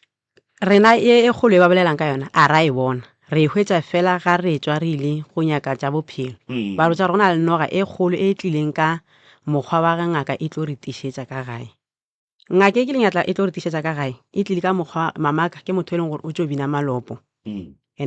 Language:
Northern Sotho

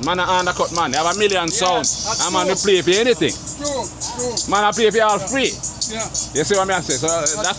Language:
Jamaican Creole English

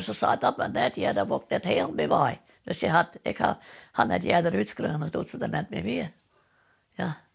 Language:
Western Frisian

